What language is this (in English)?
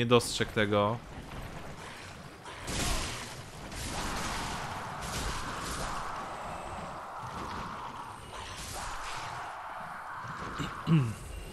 Polish